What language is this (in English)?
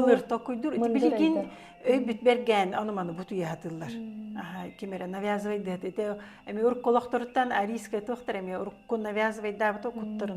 Yakut